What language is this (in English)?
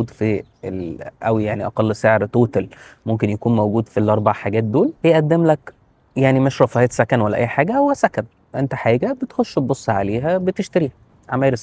Egyptian Arabic